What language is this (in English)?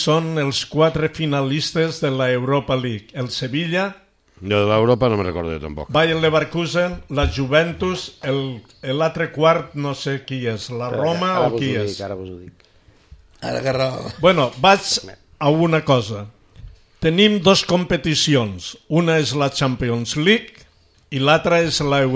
Catalan